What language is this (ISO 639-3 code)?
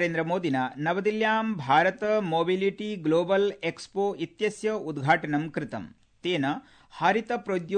san